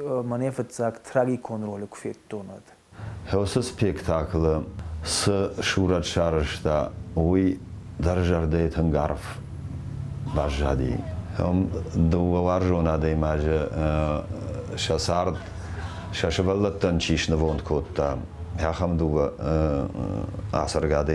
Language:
Ossetic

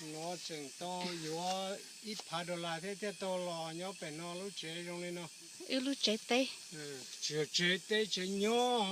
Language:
Hmong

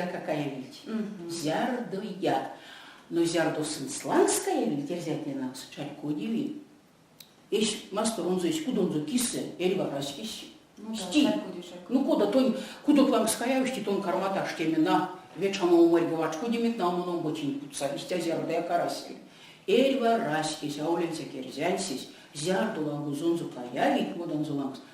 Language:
Erzya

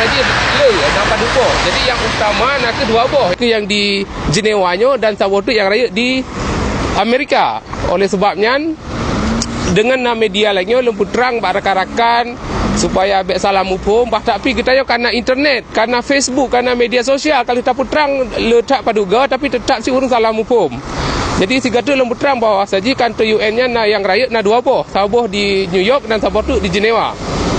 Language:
Achinese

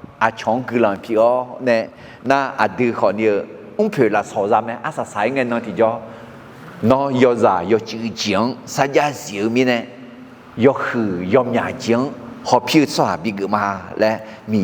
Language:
Akha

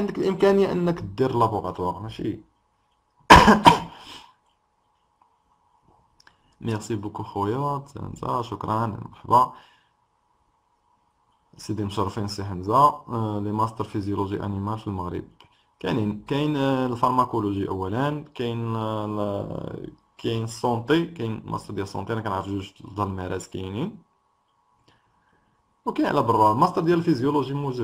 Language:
Moroccan Arabic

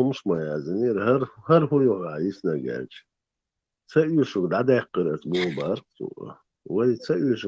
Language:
Chechen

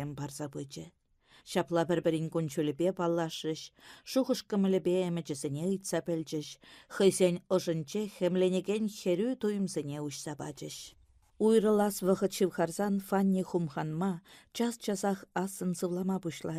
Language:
Chuvash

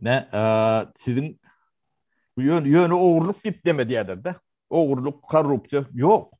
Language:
Turkmen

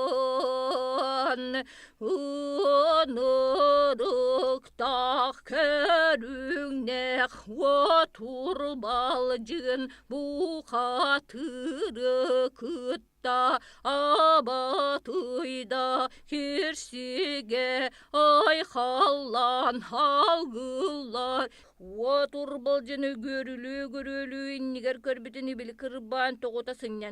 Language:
Yakut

